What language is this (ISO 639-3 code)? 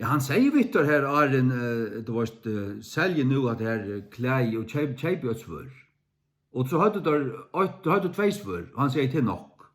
fao